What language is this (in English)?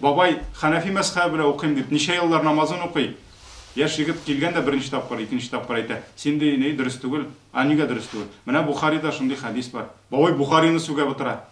Tatar